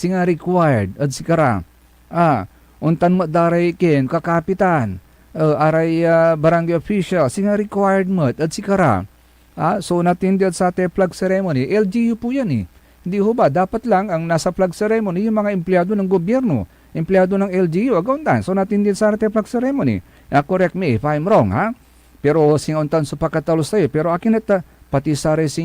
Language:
Pangasinan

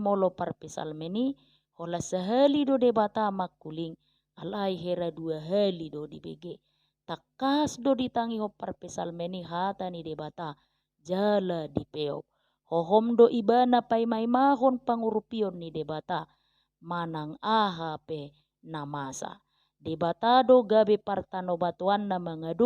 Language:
Batak Toba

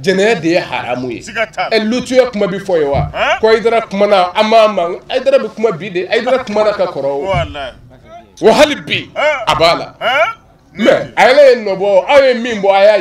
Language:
Bambara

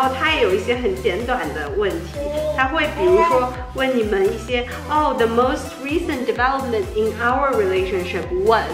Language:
Chinese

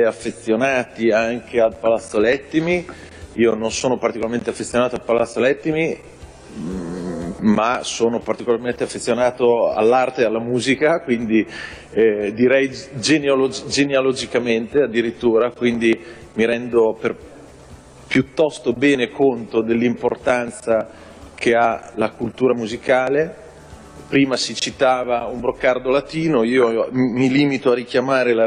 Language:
Italian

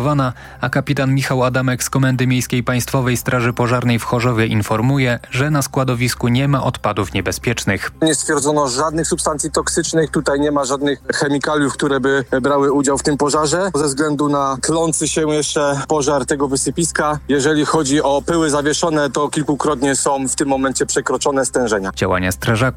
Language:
Polish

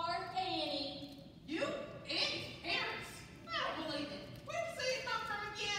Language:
English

